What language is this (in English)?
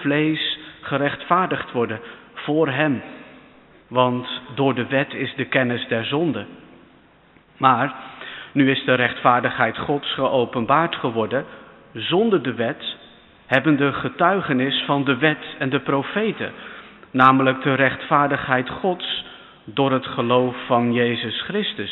Dutch